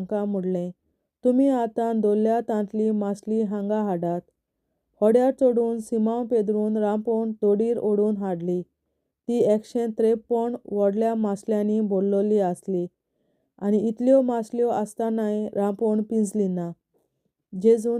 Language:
Konkani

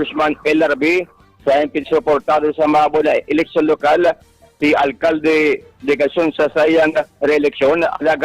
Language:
Bikol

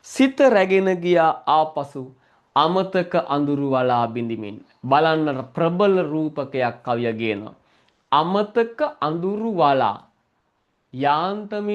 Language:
Sinhala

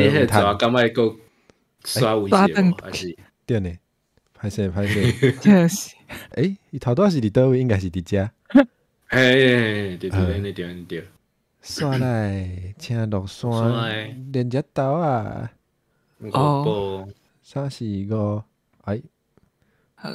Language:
Min Nan Chinese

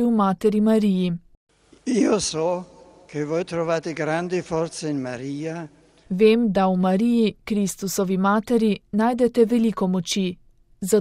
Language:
Slovenian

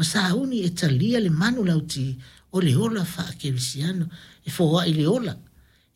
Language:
Samoan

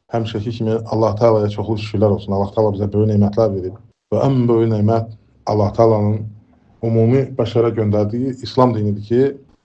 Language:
Azerbaijani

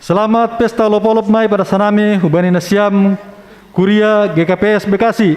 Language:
Batak Simalungun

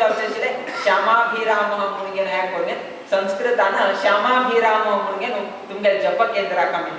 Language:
Konkani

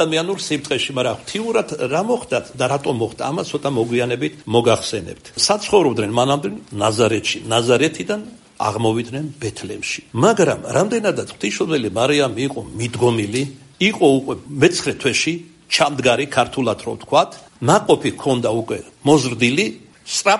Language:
Georgian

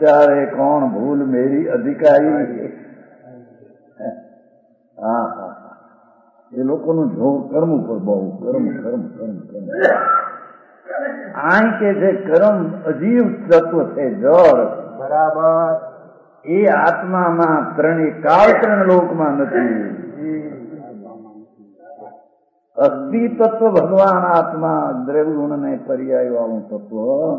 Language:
Gujarati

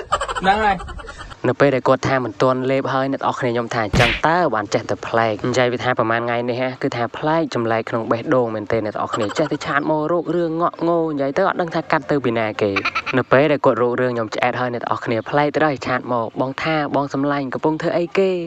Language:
Khmer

